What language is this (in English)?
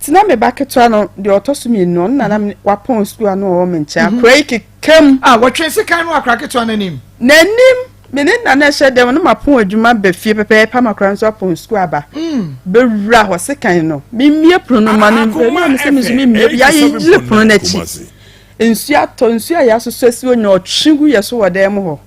Akan